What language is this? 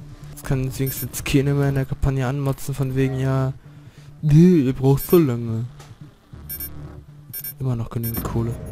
German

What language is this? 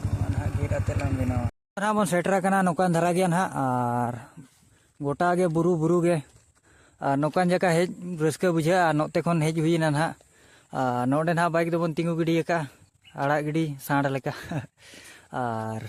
Santali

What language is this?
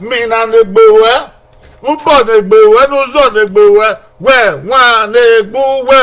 Bini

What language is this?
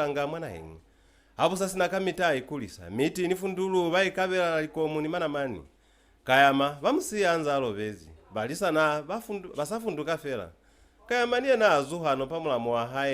Lozi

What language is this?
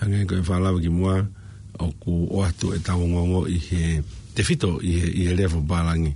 Tongan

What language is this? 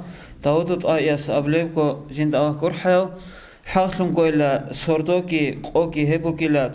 Avaric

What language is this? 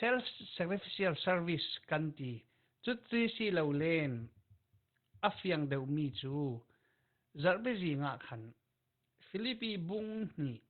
Falam Chin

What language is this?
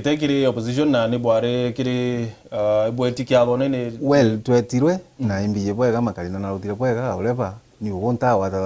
Meru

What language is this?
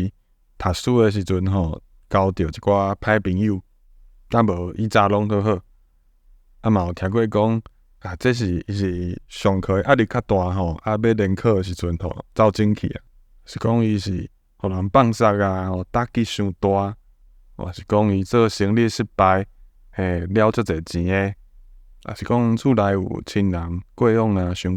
Min Nan Chinese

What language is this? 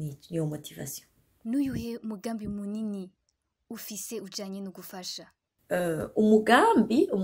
Rundi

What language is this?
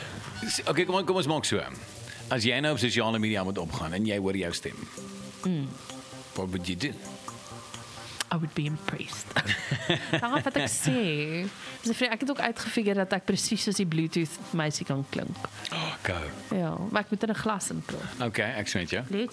Afrikaans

